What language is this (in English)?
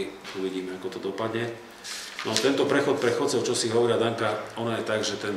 Slovak